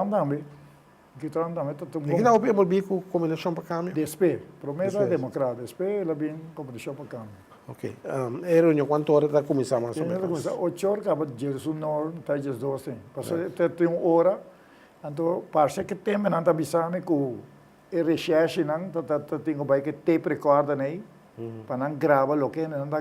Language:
Papiamento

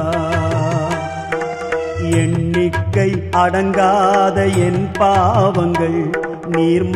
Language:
Tamil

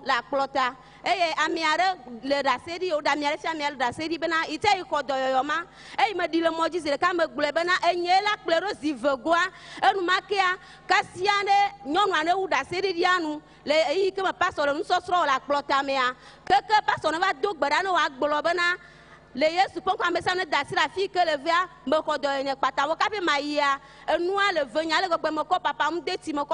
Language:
Ewe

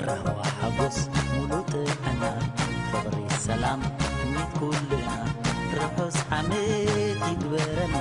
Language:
Tigrinya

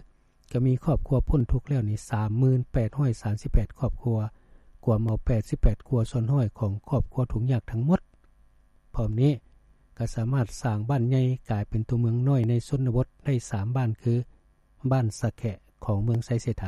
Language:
Lao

